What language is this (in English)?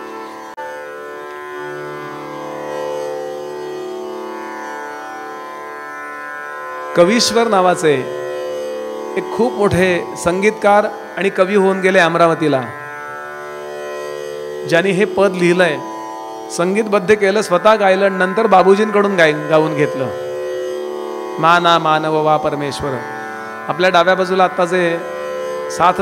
Marathi